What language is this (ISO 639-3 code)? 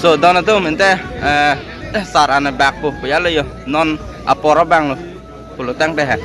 mjw